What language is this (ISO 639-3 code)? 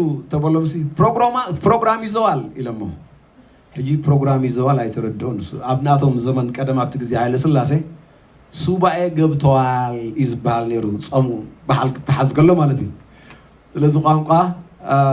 tir